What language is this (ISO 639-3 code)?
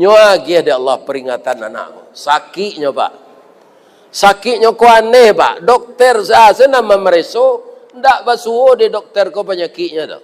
min